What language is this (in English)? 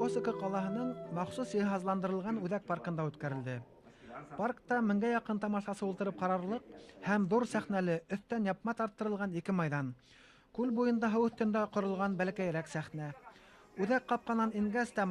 Bashkir